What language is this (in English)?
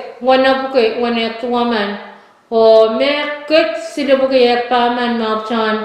Pohnpeian